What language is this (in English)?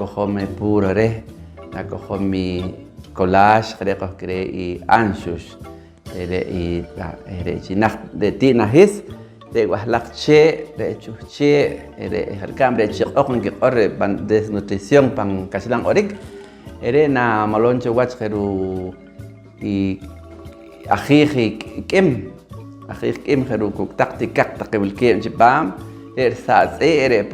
Poqomchi'